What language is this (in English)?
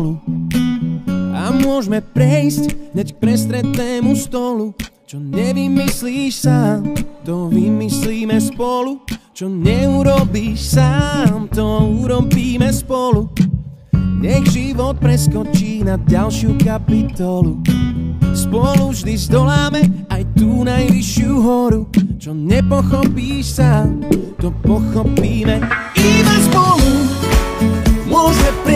Slovak